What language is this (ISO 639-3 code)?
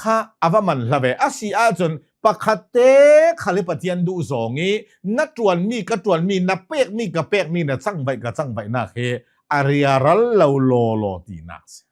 cnh